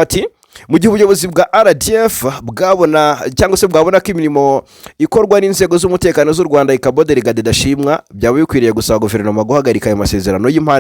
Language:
Kinyarwanda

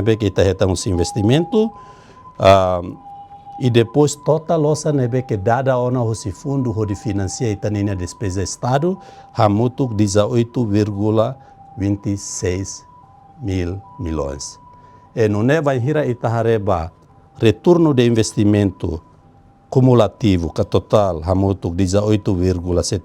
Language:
Tetum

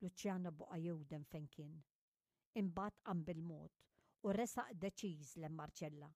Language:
Maltese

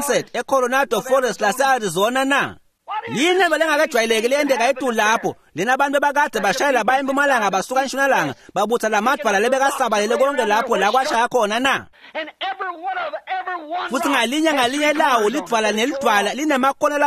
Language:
Swati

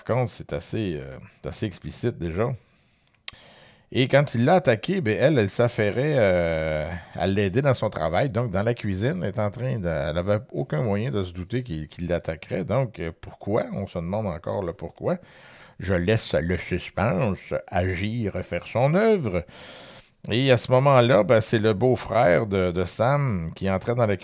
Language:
French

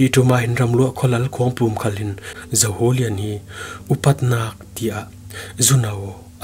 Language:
Falam Chin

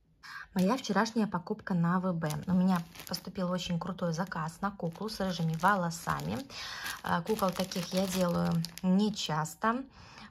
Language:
Russian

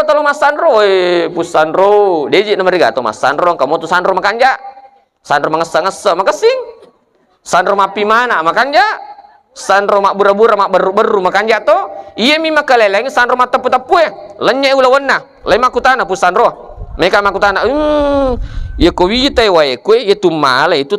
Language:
Buginese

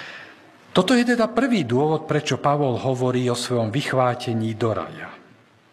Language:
Slovak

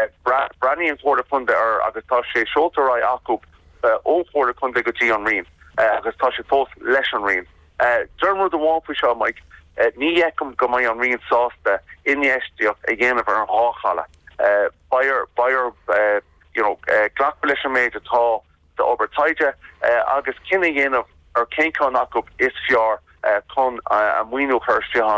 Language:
Irish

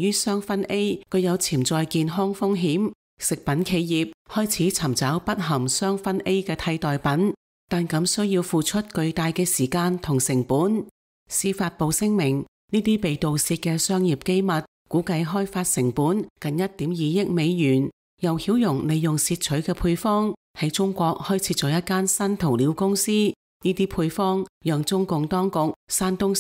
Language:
Cantonese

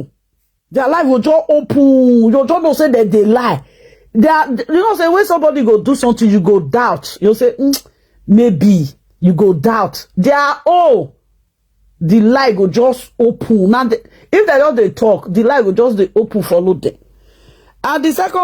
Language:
Nigerian Pidgin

